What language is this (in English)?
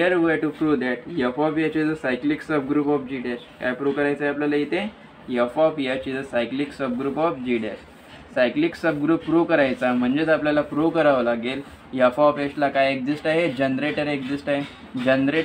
Marathi